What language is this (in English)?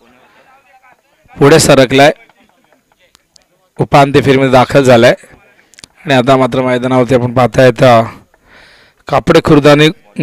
Marathi